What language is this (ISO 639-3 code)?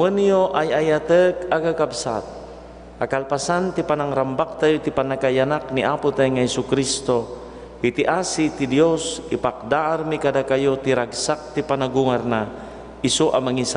ilo